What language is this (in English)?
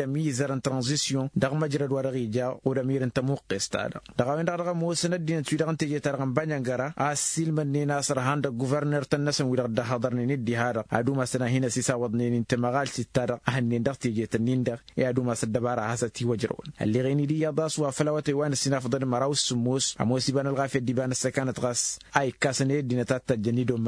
Tamasheq